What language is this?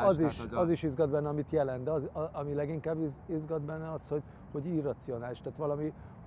Hungarian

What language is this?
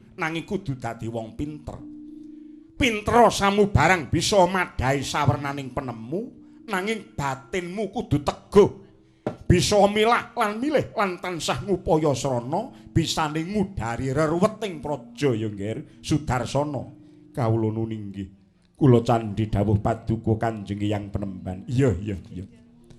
Javanese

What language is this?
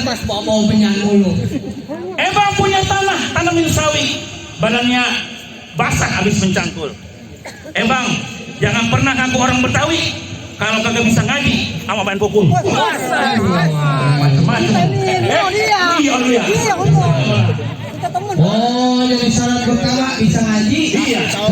Betawi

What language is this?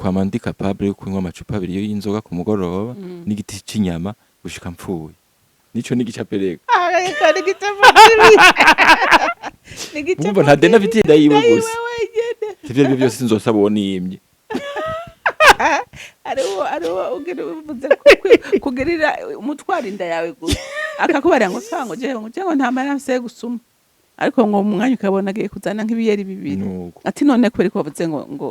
Rundi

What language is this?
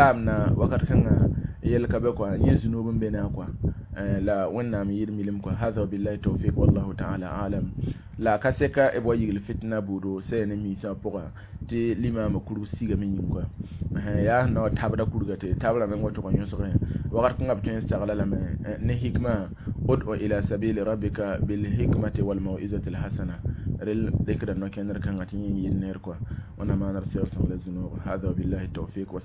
Mossi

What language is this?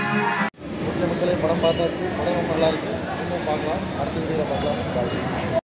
Tamil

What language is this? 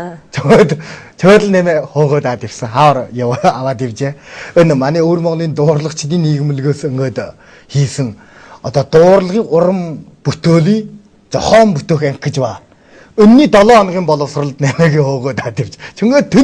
Mongolian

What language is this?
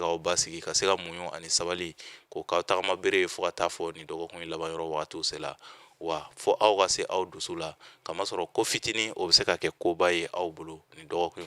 Bambara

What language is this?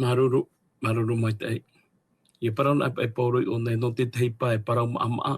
Tahitian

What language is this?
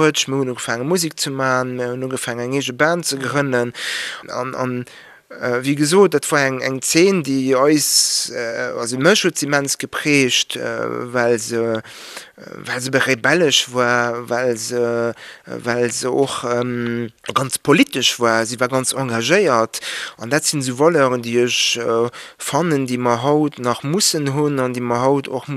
Luxembourgish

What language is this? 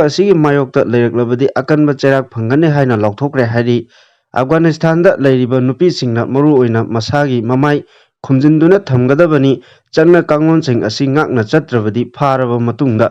Manipuri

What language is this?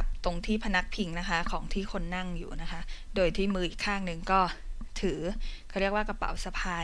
Thai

